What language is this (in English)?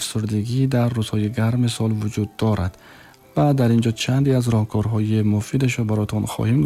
Tajik